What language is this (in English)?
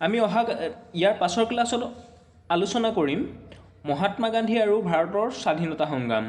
Assamese